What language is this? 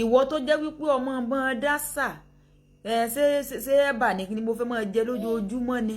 Yoruba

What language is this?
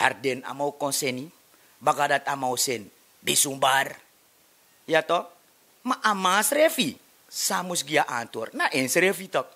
Sranan Tongo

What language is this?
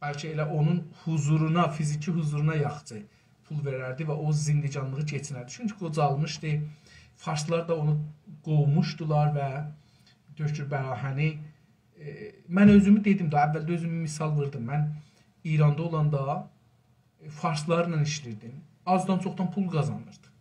South Azerbaijani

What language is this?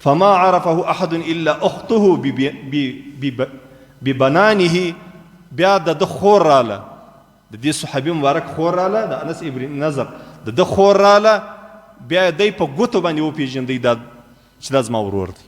Pashto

